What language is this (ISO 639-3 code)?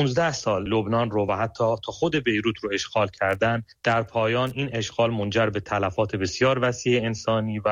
fas